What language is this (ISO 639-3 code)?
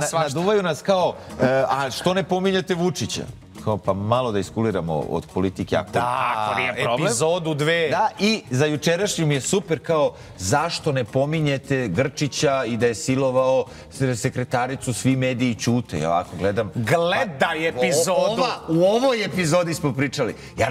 srp